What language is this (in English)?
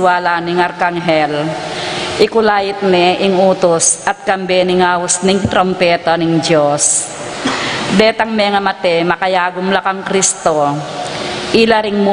Pampanga